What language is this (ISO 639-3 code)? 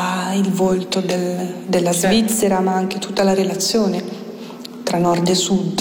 ita